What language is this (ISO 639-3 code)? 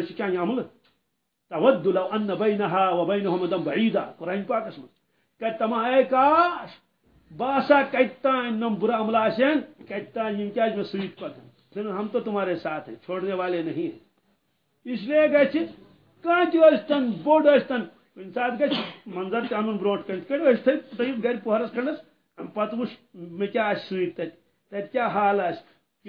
kas